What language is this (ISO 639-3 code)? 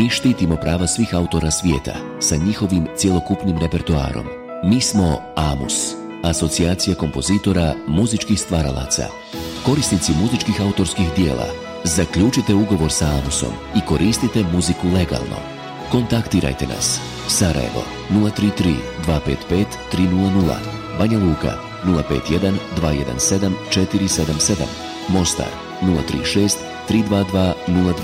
bos